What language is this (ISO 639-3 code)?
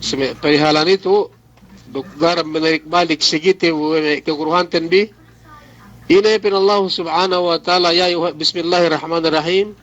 yka